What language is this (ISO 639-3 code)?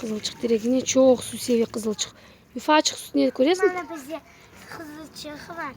crh